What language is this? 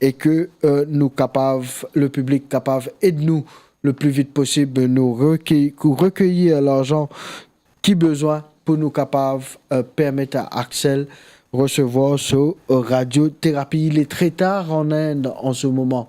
Morisyen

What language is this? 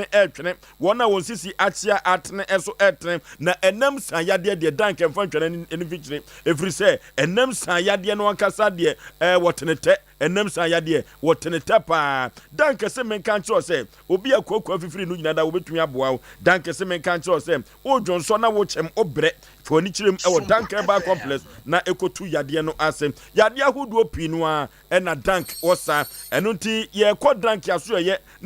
Akan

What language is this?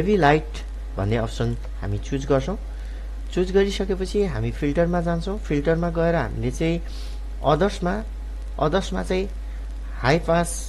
Nepali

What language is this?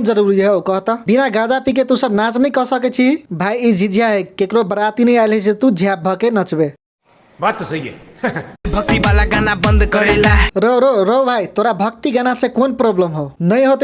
Maithili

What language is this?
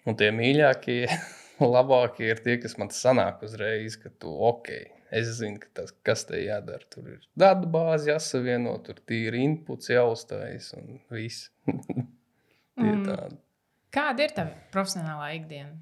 Latvian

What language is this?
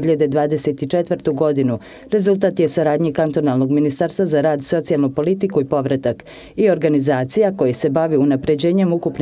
Bosnian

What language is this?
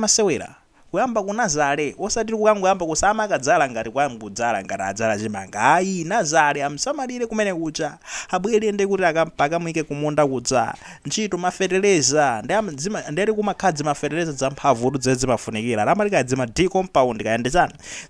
Nyanja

